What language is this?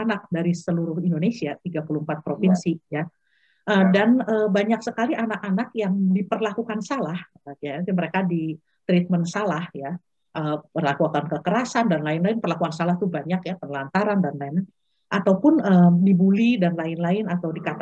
Indonesian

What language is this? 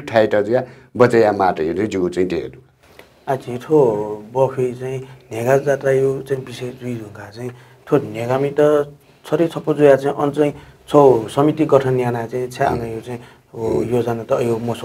Newari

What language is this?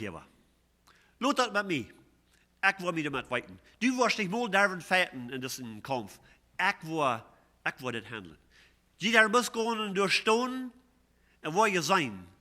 Plautdietsch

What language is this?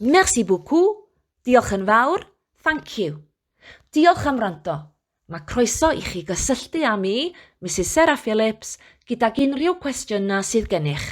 Welsh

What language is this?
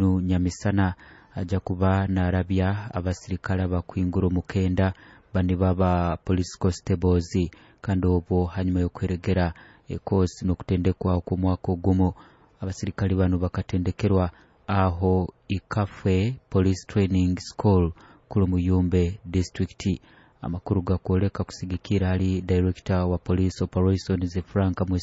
Nyoro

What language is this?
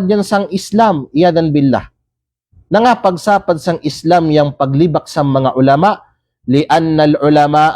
Kalagan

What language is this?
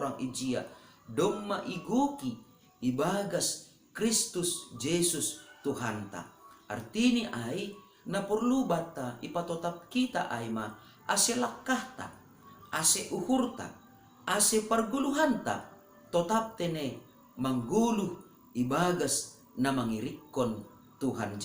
Batak Simalungun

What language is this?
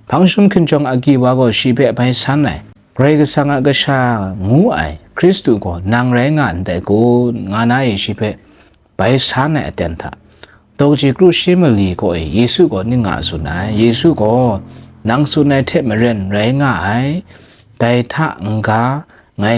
Kachin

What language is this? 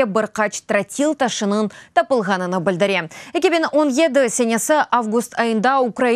Crimean Tatar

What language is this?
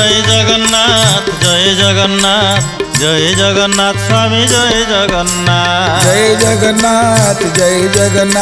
Odia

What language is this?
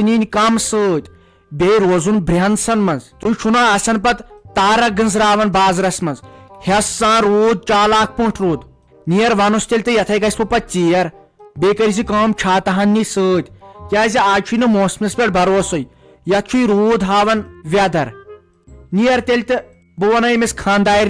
Kashmiri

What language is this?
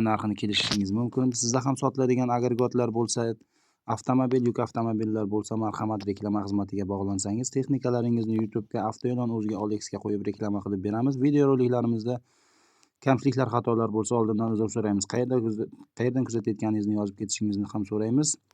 Uzbek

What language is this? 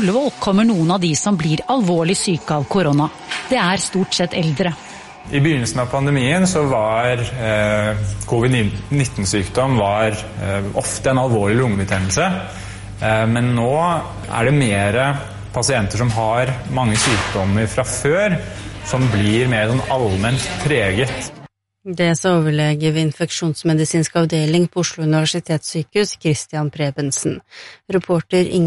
Norwegian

